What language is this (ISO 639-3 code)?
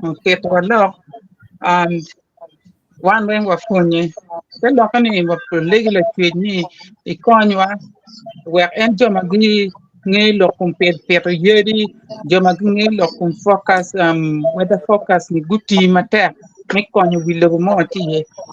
ach